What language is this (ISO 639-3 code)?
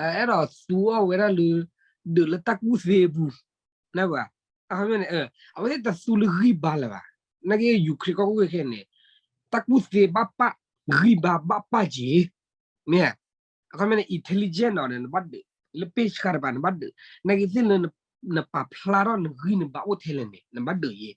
ksw